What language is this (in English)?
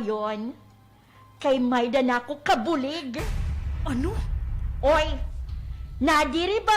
Waray